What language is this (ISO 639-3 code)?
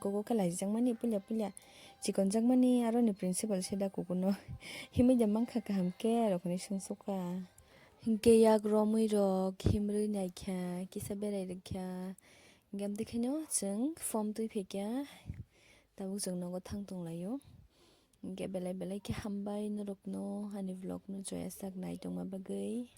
trp